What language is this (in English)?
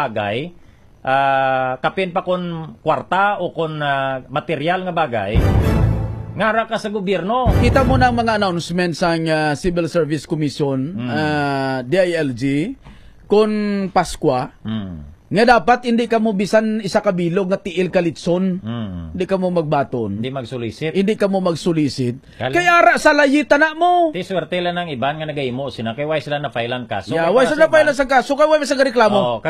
Hiligaynon